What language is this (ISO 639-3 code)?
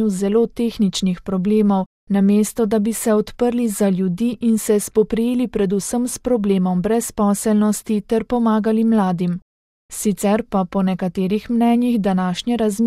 slv